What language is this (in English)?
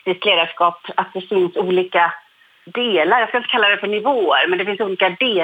Swedish